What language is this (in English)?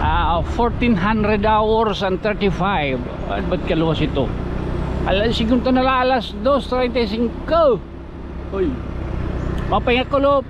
Waray